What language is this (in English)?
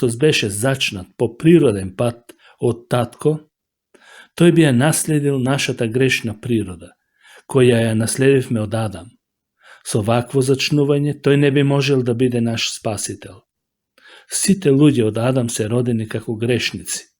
Macedonian